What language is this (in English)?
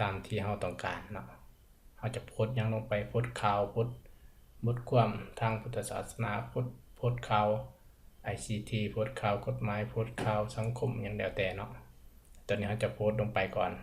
Lao